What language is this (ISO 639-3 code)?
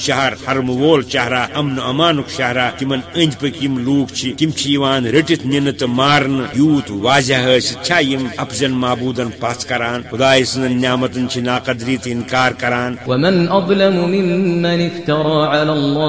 kas